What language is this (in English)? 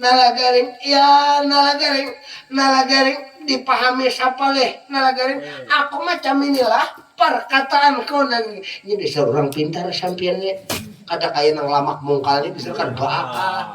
Banjar